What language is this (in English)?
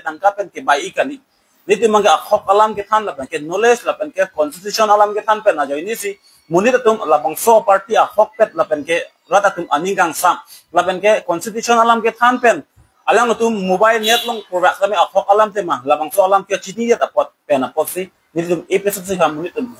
Karbi